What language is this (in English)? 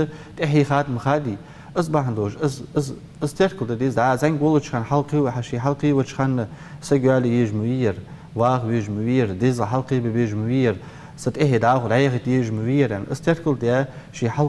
Ingush